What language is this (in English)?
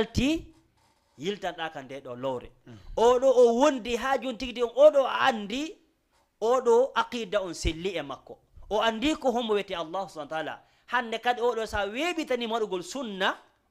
Fula